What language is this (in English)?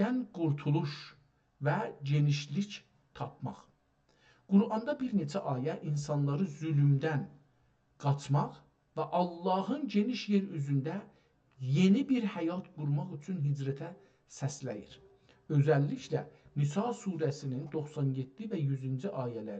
South Azerbaijani